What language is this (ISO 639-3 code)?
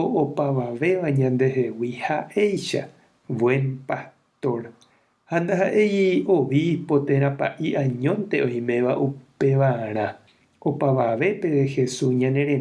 grn